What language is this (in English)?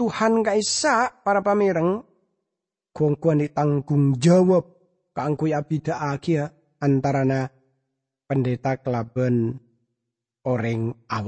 Madurese